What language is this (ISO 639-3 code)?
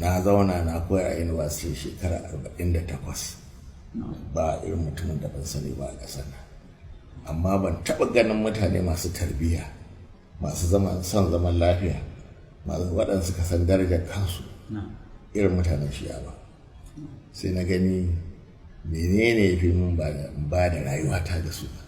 hau